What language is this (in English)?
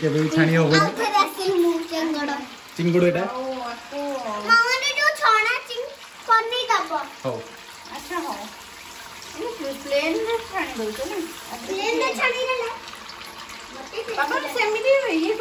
Odia